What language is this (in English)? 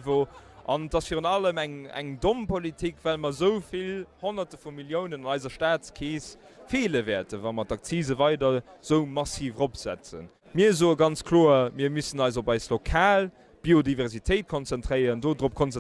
Luxembourgish